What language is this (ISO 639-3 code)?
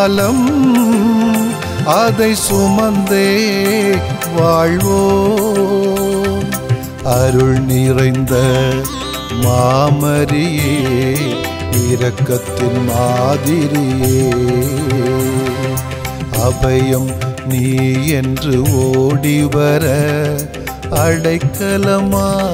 tam